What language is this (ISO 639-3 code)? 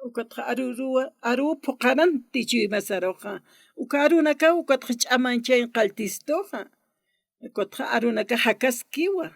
aym